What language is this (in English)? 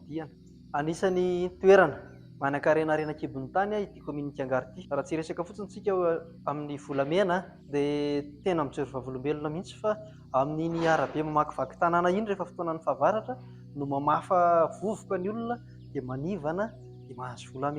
Malagasy